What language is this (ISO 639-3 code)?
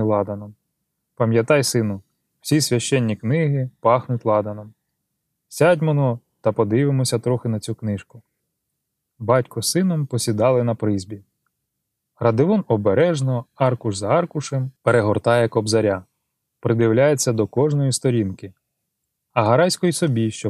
ukr